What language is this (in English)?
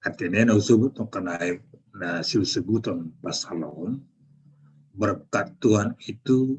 Batak Simalungun